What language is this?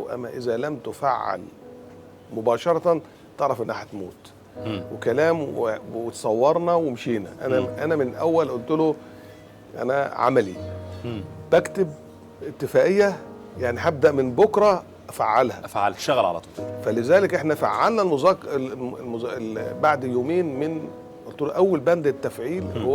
Egyptian Arabic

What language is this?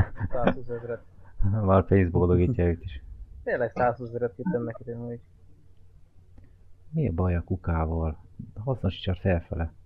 Hungarian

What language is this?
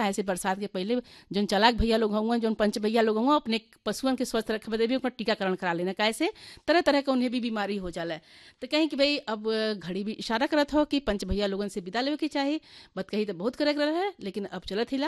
Bhojpuri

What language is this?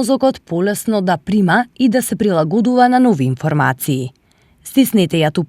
Macedonian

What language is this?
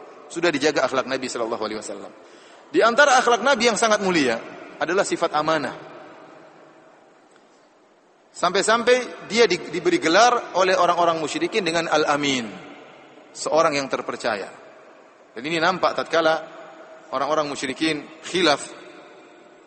Indonesian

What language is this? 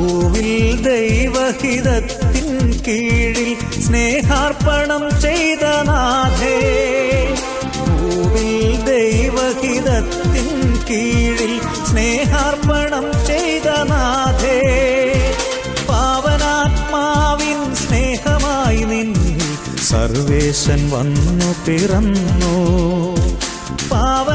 Malayalam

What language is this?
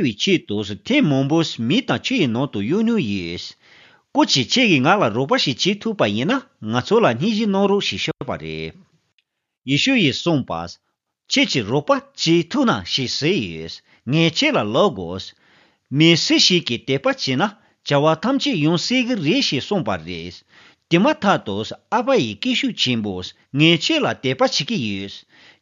Tibetan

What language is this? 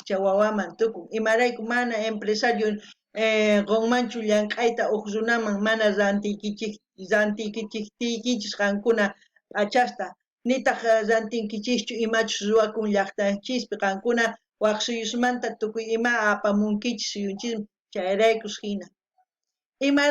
South Bolivian Quechua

